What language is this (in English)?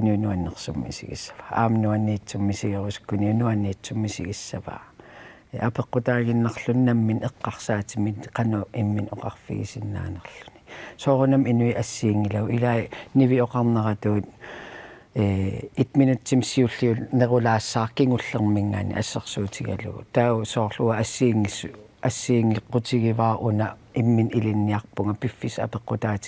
Kalaallisut